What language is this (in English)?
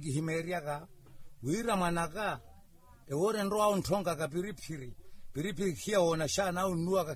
Makhuwa